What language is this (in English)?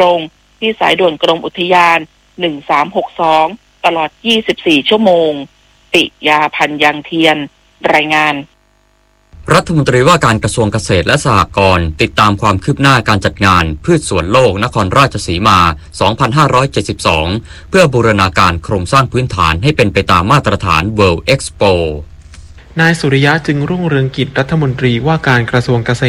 Thai